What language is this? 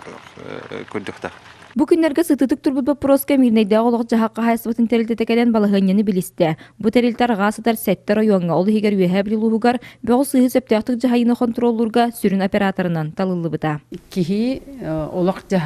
Yakut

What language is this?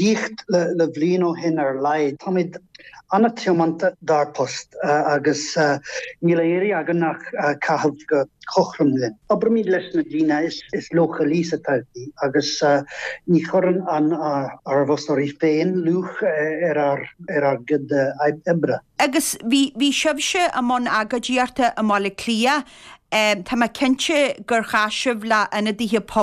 Irish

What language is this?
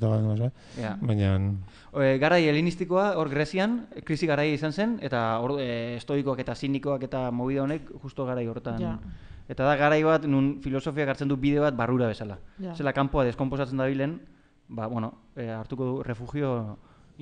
Basque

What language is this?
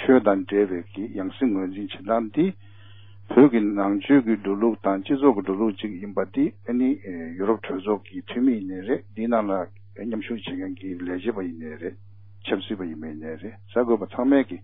Tibetan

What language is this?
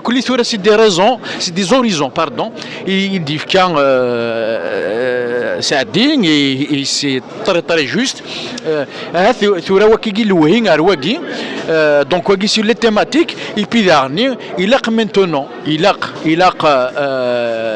Kabyle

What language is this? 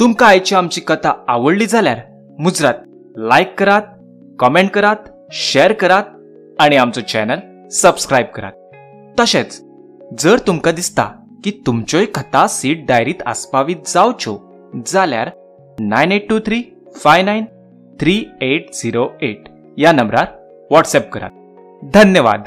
Konkani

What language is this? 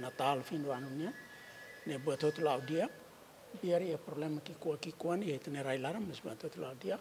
Tetum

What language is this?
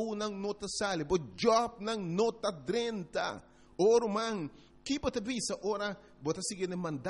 Papiamento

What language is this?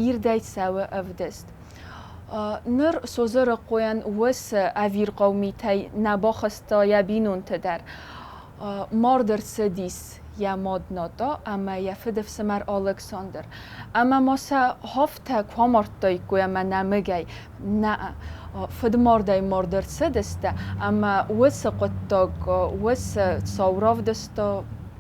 Ossetic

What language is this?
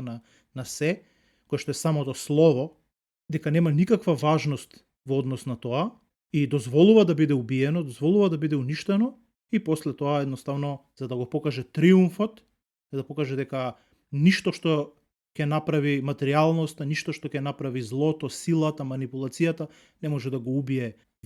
Macedonian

